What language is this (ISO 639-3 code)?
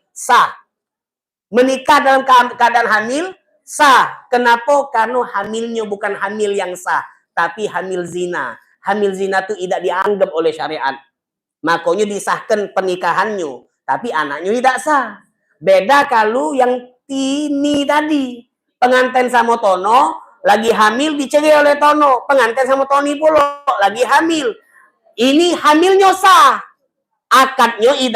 mui